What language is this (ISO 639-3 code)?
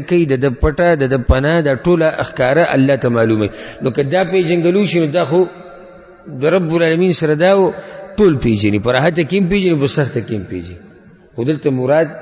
pus